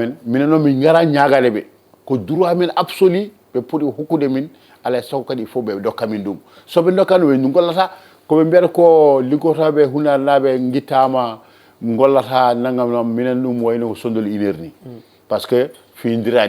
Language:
Fula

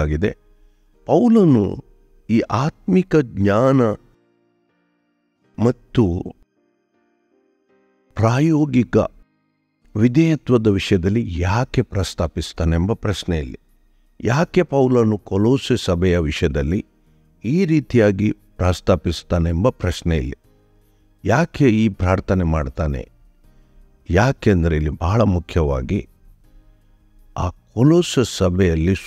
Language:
Kannada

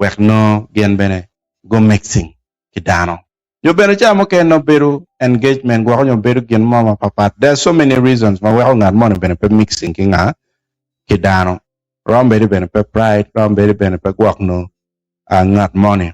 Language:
Acoli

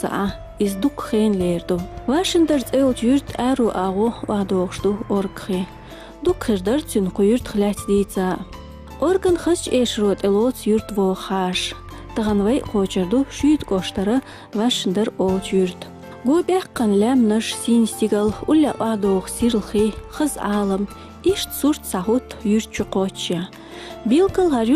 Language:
Chechen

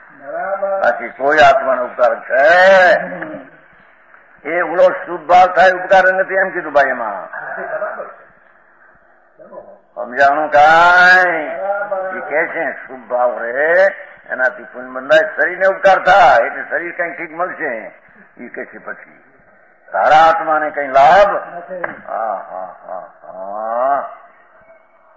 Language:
Gujarati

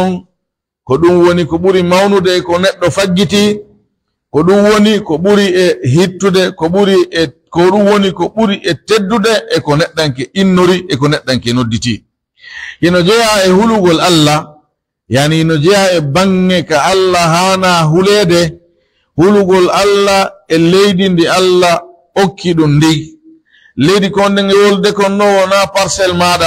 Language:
Pular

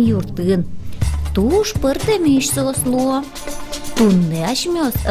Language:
Udmurt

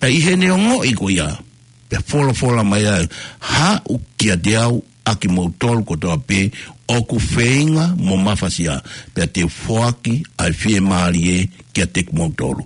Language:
Tongan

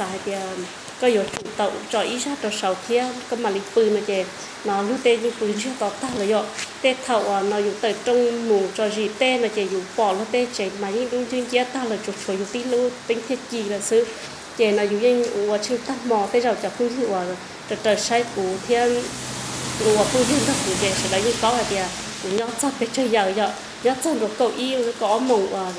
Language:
Vietnamese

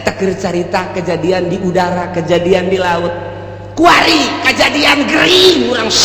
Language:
Sundanese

